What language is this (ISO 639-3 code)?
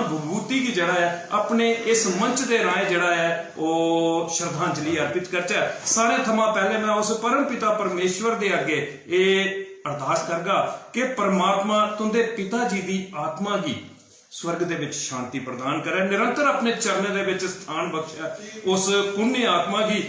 doi